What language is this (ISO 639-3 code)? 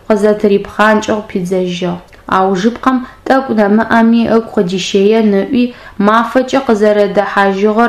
ady